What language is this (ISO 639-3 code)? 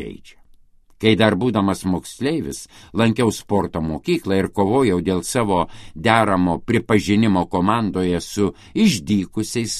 lit